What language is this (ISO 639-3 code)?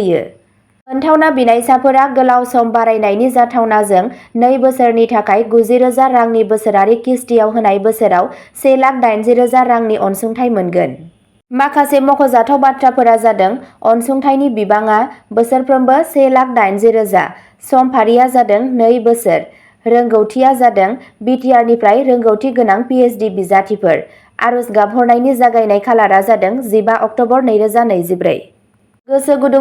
brx